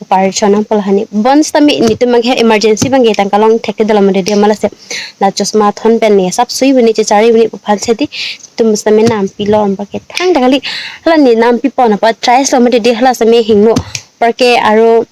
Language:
Karbi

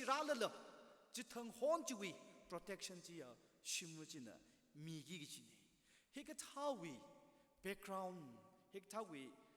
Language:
Tangkhul Naga (India)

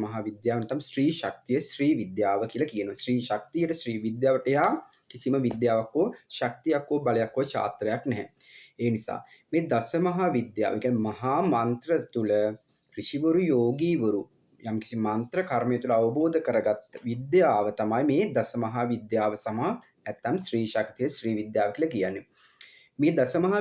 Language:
Sinhala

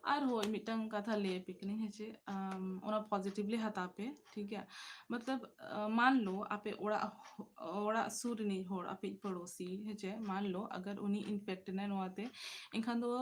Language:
Santali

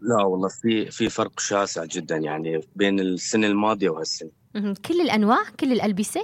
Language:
North Levantine Arabic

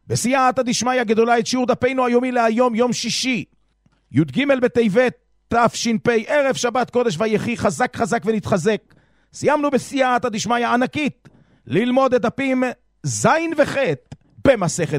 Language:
Hebrew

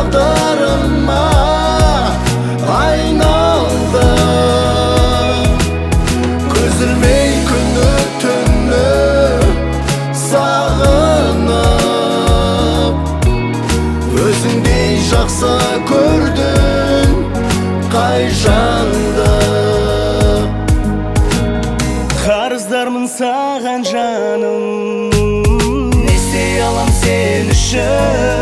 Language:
Kazakh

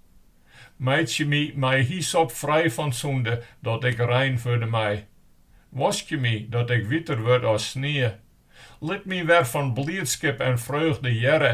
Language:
Western Frisian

